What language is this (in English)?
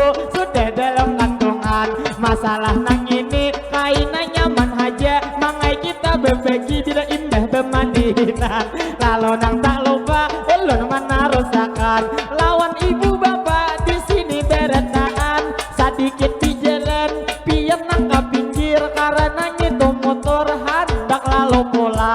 Banjar